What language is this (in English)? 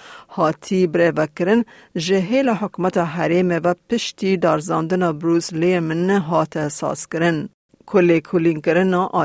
Kurdish